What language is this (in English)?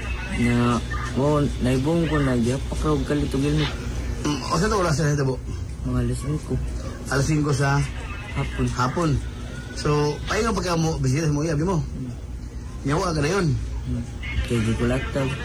Cebuano